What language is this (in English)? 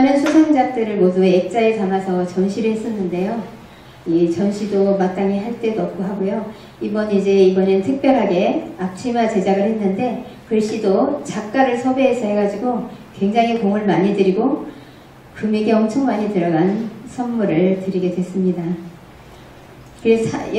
Korean